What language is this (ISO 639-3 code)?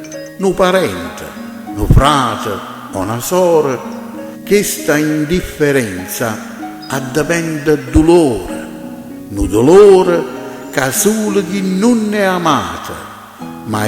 nap